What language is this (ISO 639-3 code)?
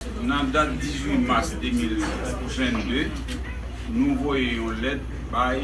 hat